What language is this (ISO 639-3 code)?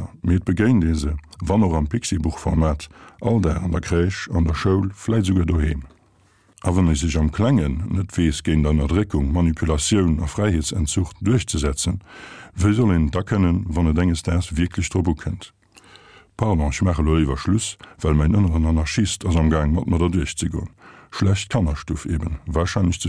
ltz